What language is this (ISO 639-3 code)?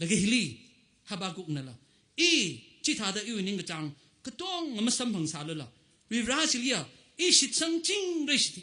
nmf